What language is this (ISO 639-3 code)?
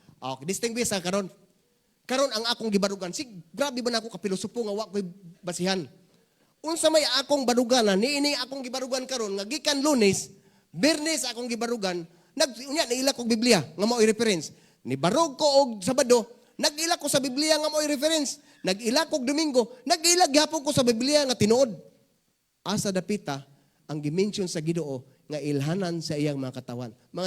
ceb